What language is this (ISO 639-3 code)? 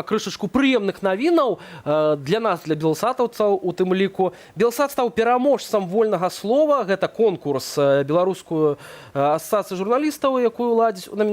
bel